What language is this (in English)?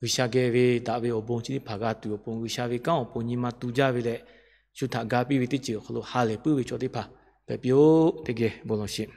Lahu